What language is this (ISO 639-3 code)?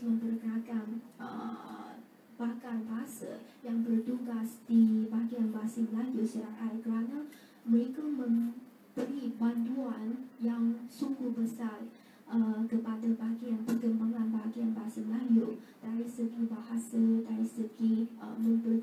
msa